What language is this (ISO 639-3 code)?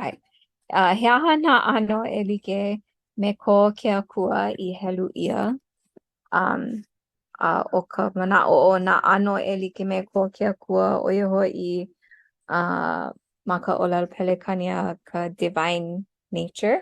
haw